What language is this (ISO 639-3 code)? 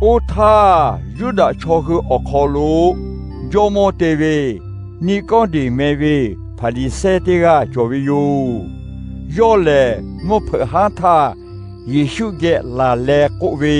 lhu